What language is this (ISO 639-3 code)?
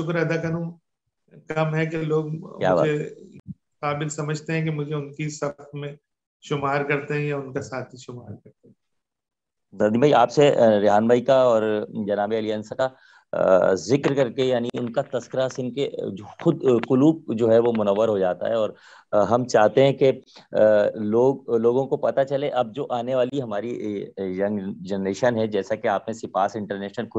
urd